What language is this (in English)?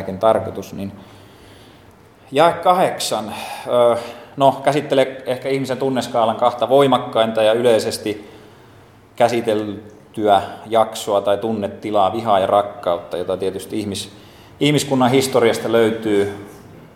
Finnish